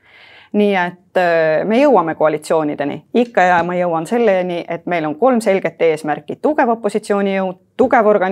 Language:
Estonian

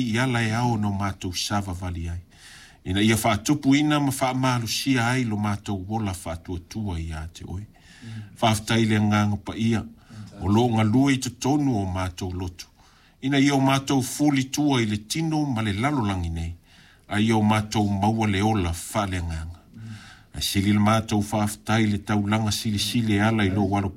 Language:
Samoan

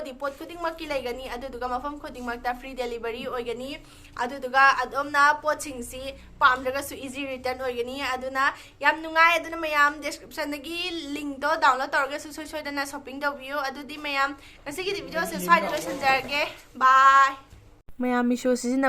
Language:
Manipuri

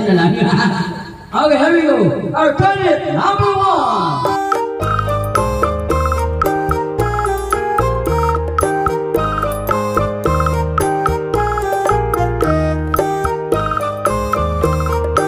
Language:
Filipino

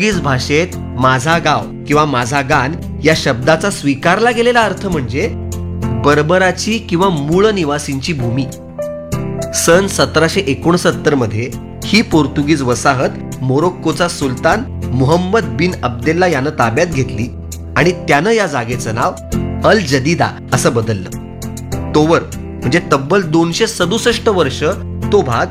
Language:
Marathi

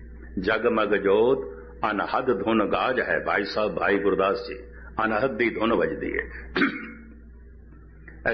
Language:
Punjabi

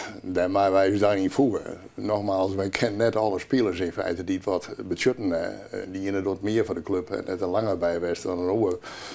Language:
Western Frisian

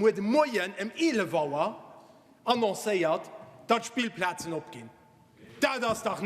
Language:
Luxembourgish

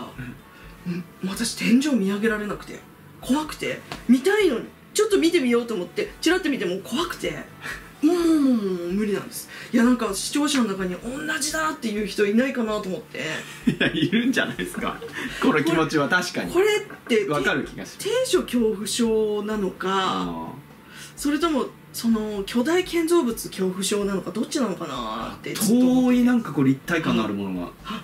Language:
Japanese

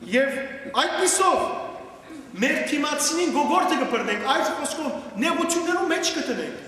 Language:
Western Armenian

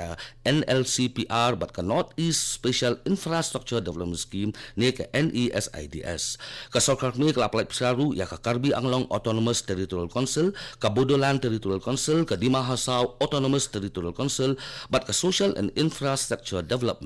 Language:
Khasi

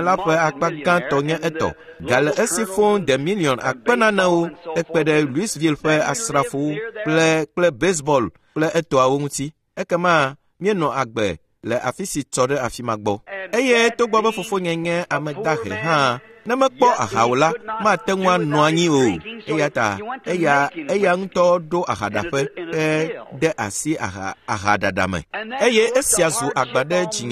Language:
Ewe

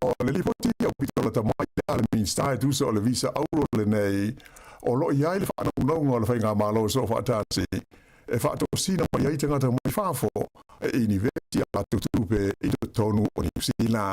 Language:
Samoan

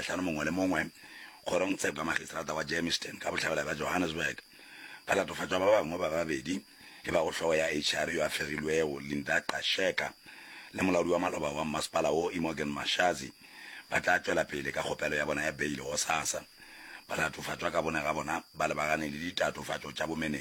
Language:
Northern Sotho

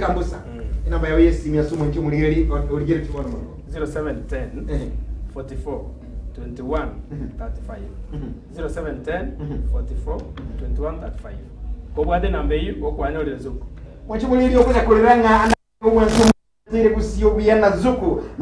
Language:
Gusii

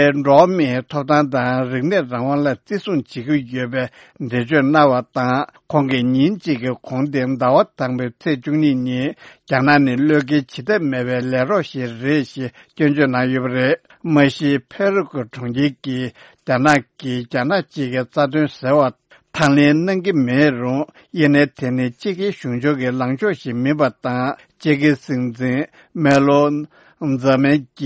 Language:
Tibetan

